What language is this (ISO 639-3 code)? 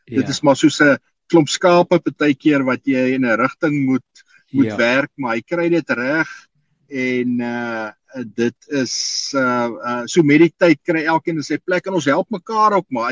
afr